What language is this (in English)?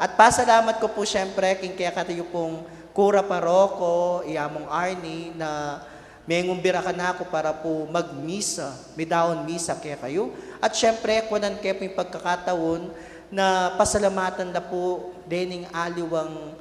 Pampanga